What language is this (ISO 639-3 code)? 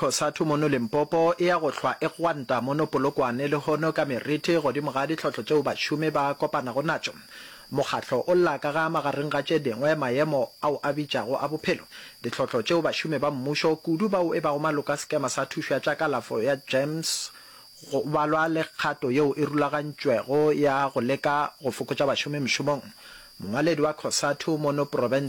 nso